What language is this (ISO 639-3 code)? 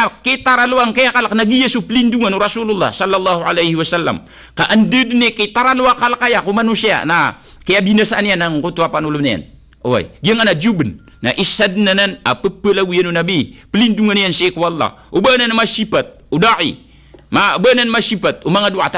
mrw